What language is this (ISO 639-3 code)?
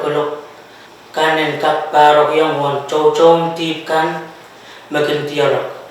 pon